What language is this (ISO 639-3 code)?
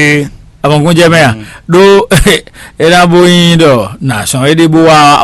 fon